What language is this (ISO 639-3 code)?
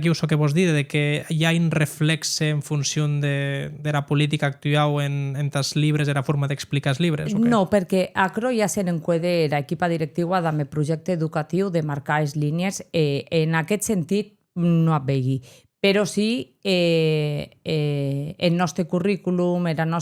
oci